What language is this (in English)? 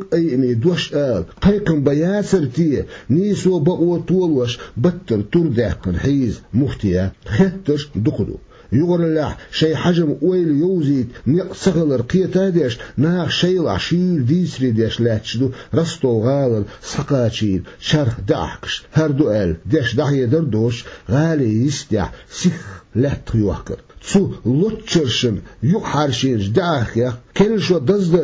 Chechen